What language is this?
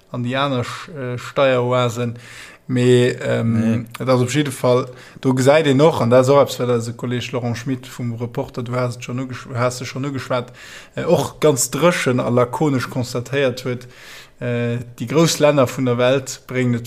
Luxembourgish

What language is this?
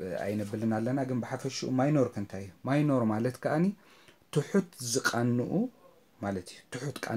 Tigrinya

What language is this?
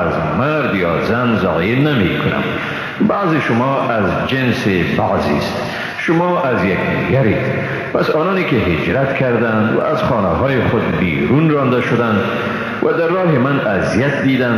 Persian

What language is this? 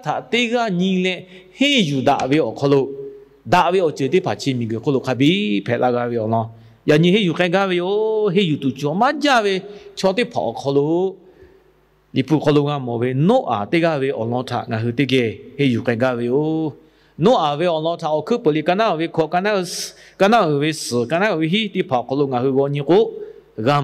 Lahu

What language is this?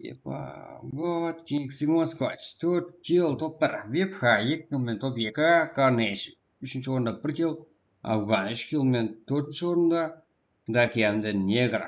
Kara-Kalpak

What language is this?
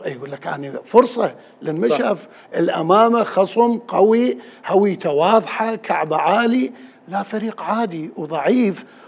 Mesopotamian Arabic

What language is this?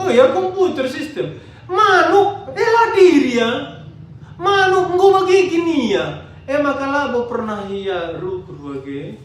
Batak Karo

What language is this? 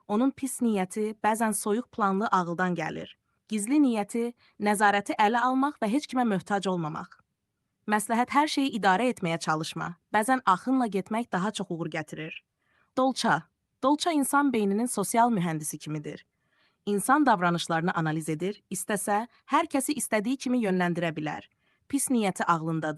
Azerbaijani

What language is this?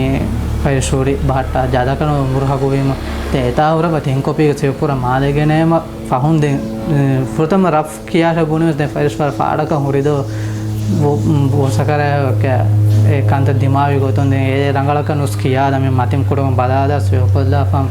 Divehi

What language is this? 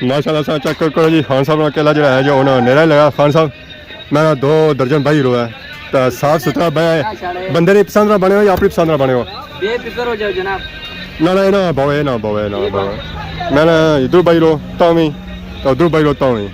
Pahari-Potwari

